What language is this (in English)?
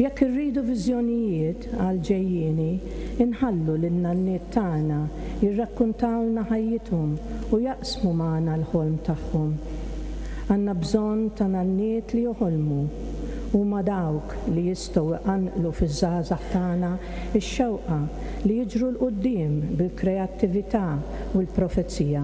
Maltese